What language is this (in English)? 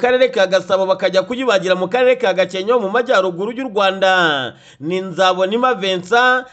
Kinyarwanda